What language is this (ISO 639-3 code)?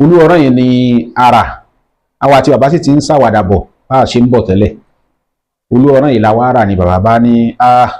yor